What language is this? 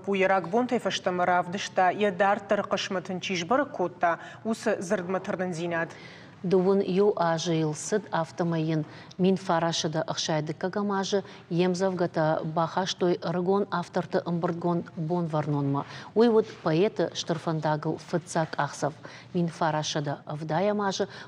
Ossetic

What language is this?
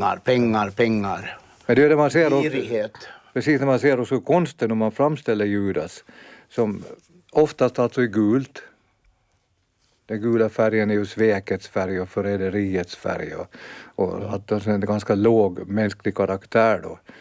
Swedish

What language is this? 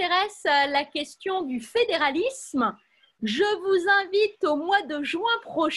French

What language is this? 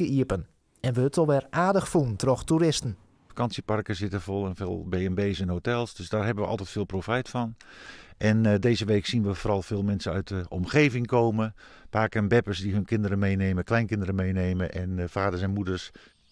Western Frisian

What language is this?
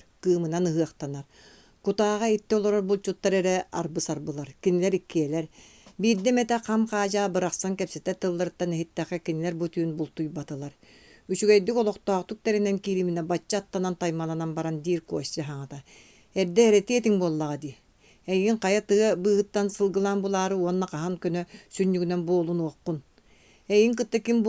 Yakut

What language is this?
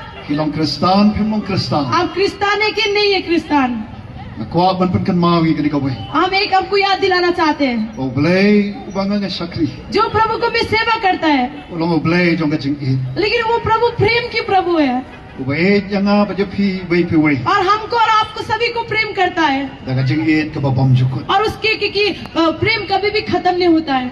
Khasi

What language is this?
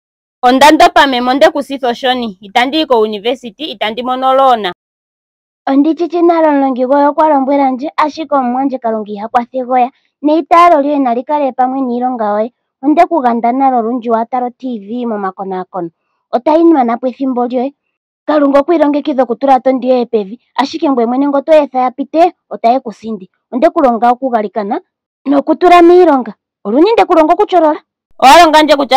Ndonga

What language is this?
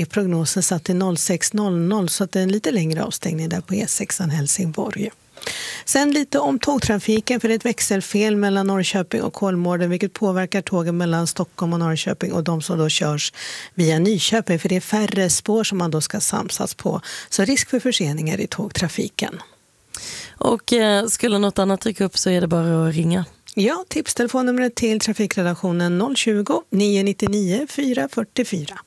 Swedish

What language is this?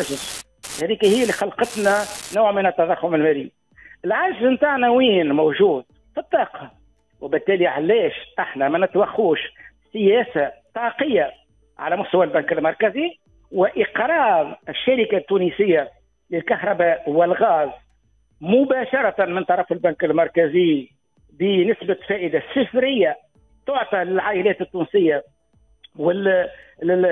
Tunisian Arabic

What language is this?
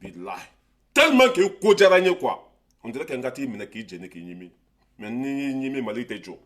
Bambara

